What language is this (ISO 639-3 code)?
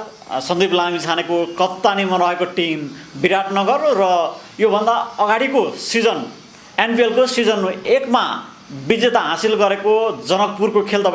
nep